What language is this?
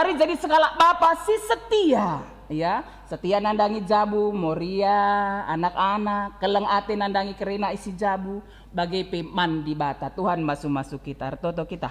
Batak Karo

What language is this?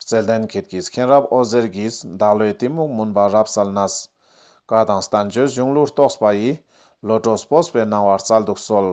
Ladakhi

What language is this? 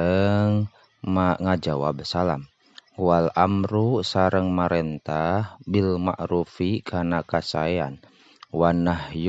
Sundanese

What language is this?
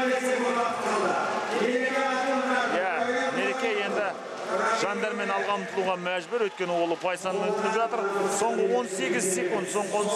Kazakh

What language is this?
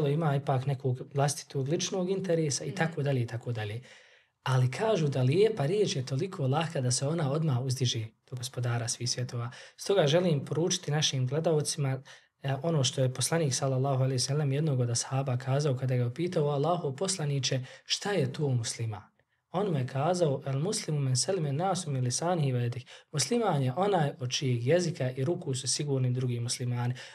Bosnian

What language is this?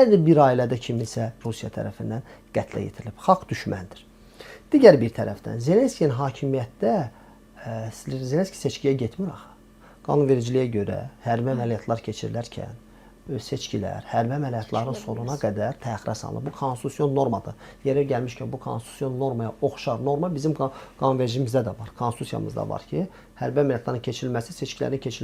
Azerbaijani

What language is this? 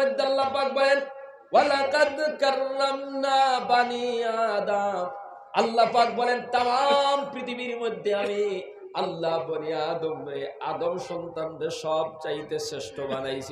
Sylheti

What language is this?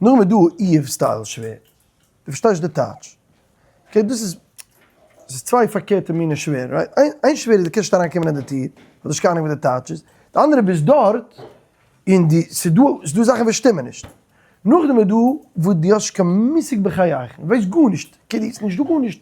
Yiddish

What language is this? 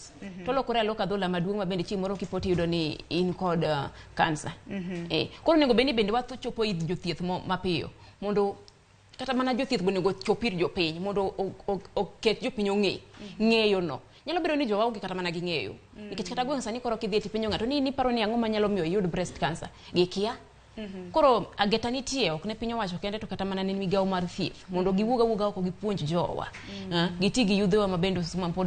Luo (Kenya and Tanzania)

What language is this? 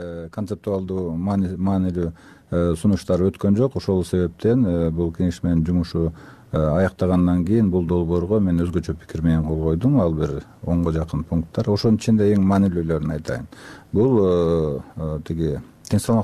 Kyrgyz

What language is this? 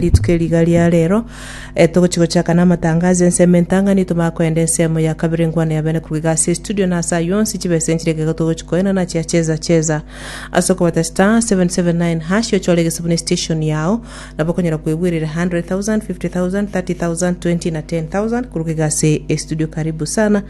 Gusii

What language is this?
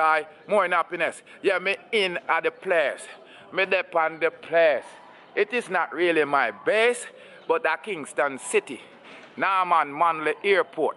Jamaican Creole English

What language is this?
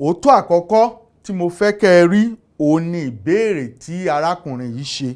Yoruba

